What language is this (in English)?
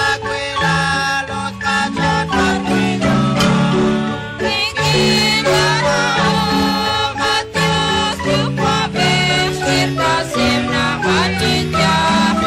Kekchí